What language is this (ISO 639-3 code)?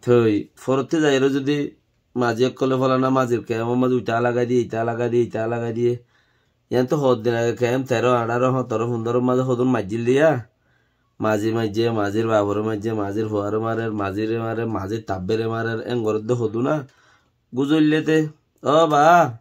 rhg